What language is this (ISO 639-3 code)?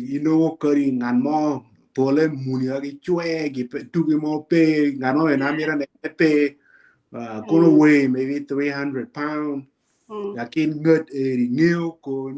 ach